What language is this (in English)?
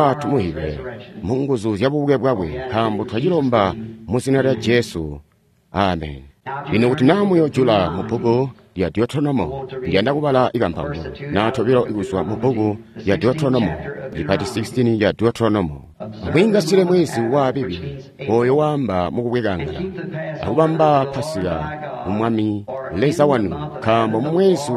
Tonga (Zambia)